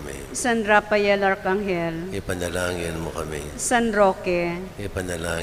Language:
Pampanga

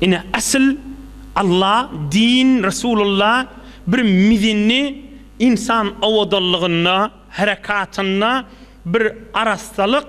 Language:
Turkmen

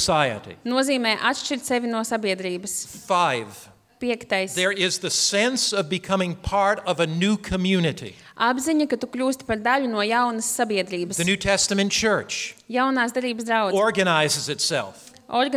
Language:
Latvian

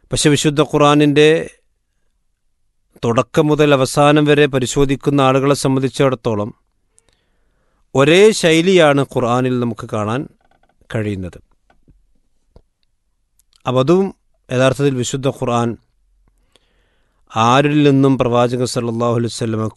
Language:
Malayalam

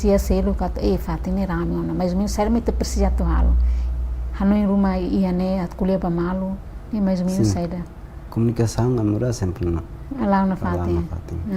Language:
Tetum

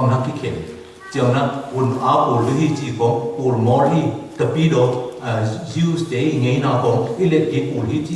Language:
Tedim Chin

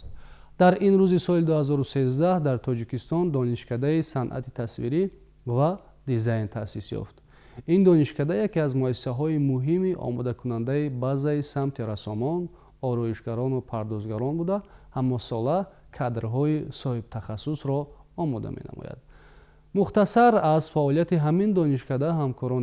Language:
Tajik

